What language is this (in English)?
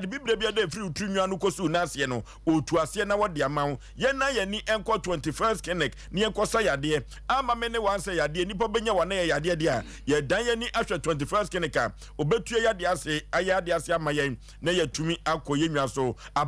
Akan